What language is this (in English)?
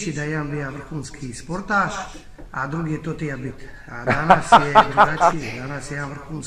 Croatian